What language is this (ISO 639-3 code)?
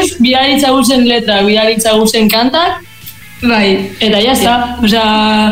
eus